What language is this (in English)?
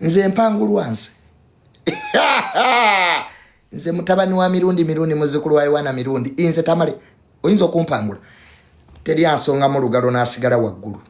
Ganda